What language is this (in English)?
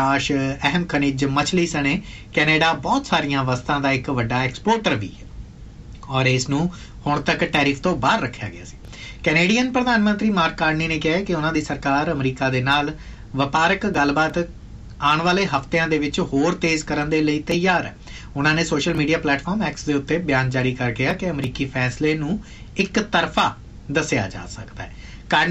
Punjabi